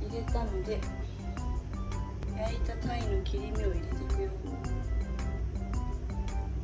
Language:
Japanese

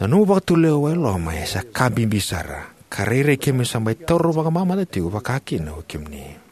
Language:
Fijian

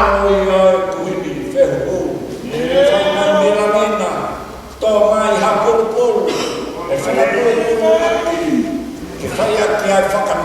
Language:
Tongan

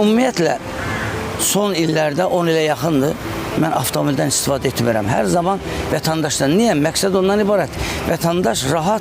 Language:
Azerbaijani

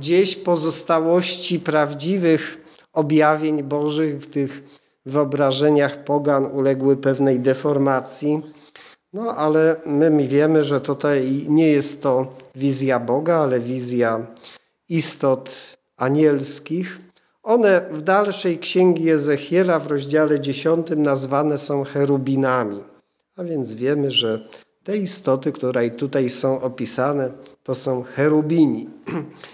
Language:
Polish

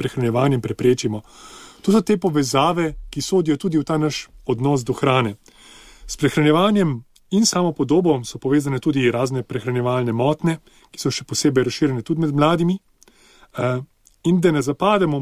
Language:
Slovenian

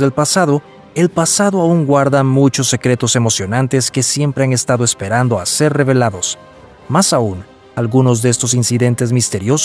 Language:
Spanish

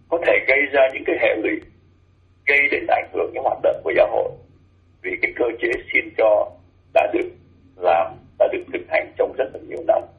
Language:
Vietnamese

